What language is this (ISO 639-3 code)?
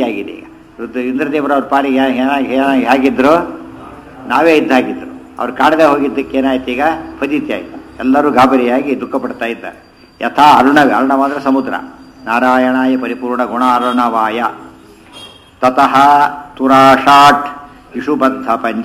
kan